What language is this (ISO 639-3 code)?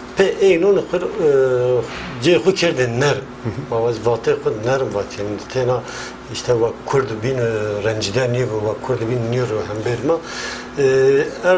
zza